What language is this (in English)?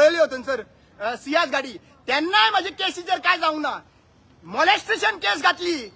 Konkani